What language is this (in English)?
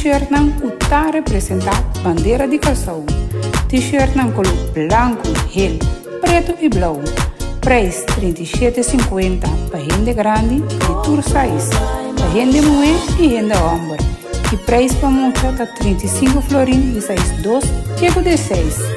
Papiamento